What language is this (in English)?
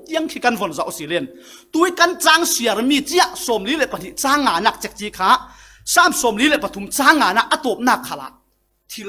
Falam Chin